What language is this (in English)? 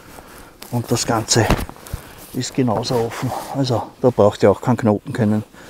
German